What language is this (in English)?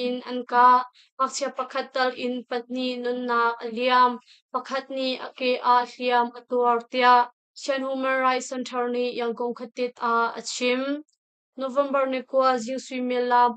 Hakha Chin